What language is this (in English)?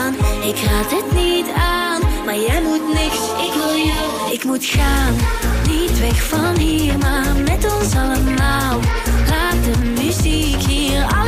Dutch